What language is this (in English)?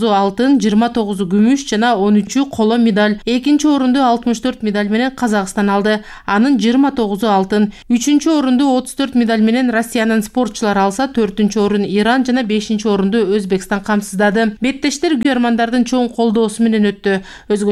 Kyrgyz